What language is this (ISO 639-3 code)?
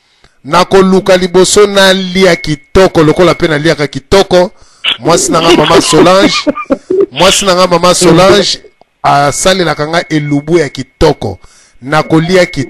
lin